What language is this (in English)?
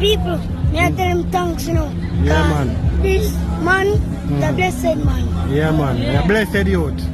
Jamaican Creole English